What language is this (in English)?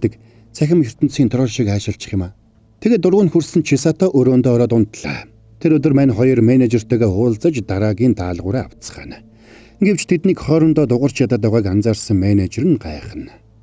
Mongolian